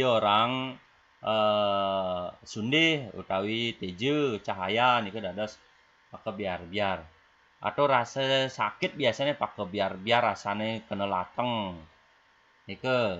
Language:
Balinese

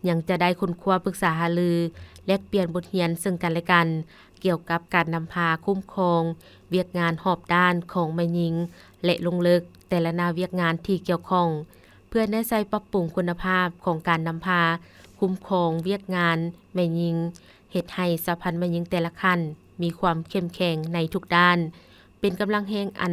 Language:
Lao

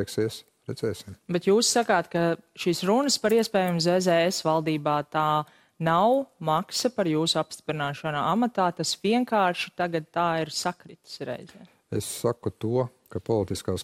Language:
Latvian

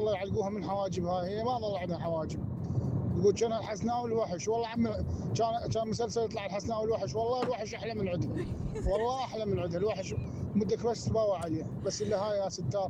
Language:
Mesopotamian Arabic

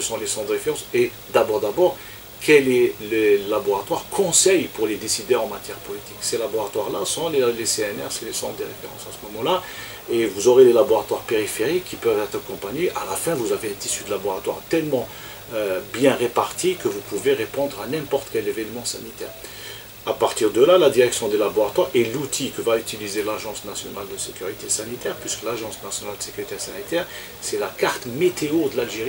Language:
French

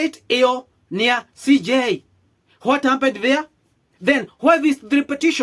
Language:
Kikuyu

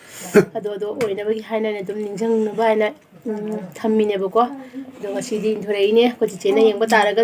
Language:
Manipuri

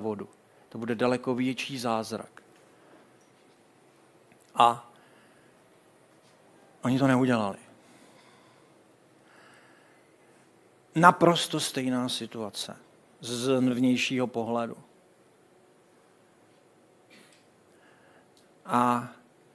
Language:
Czech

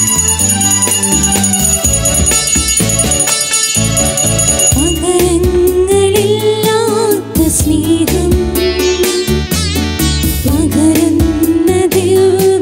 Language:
Malayalam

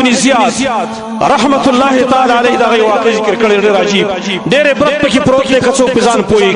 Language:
Pashto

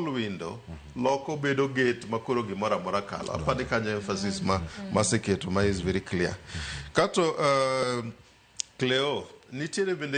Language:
Luo (Kenya and Tanzania)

